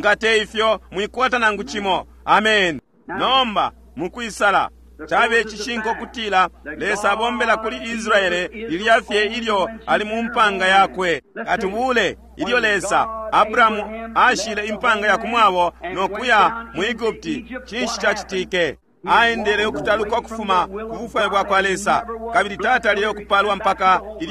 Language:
Bemba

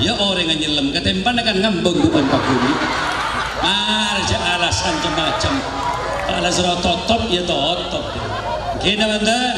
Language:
Madurese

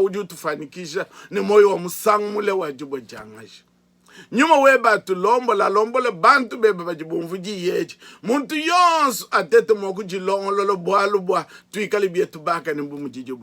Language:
Luba-Lulua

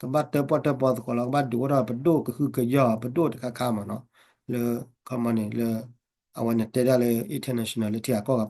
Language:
S'gaw Karen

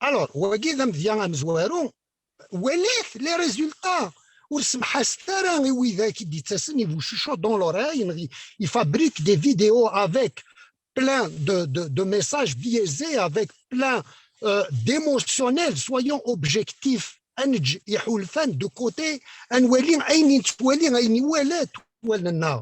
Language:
Kabyle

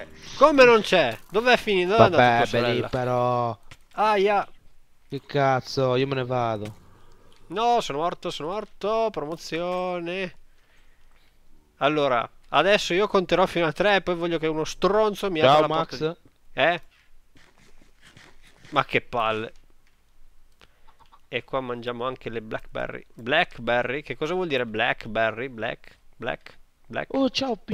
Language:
Italian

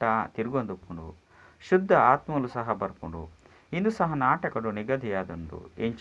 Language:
Tulu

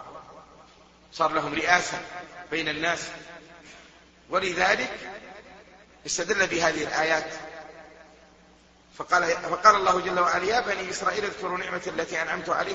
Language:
Arabic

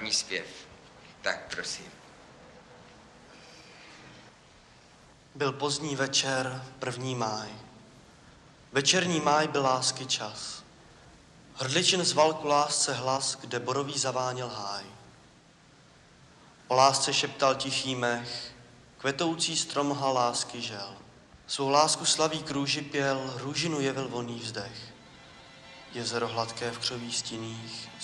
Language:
Czech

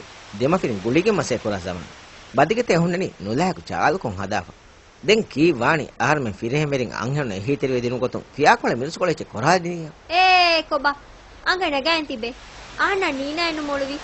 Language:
Divehi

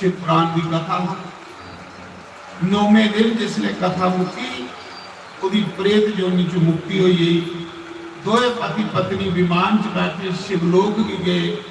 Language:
Dogri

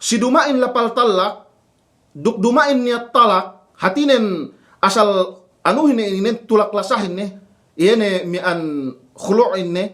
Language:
Yakan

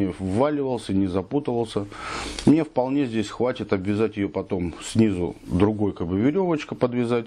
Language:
Russian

